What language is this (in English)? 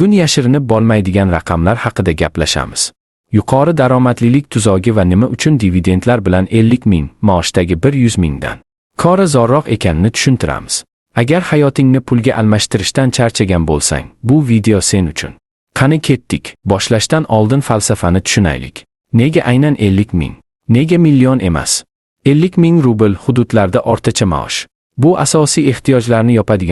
Uzbek